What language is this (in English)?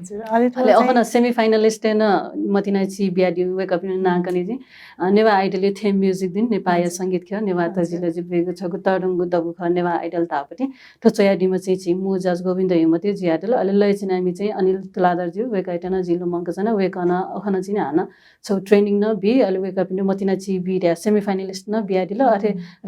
Newari